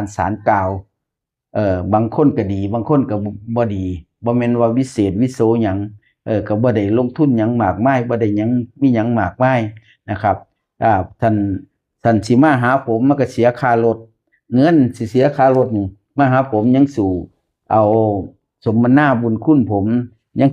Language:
Northeastern Thai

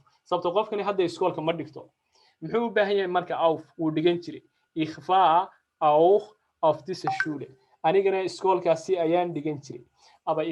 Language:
Somali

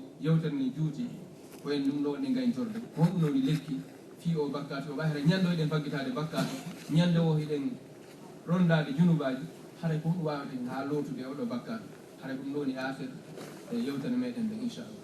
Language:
Fula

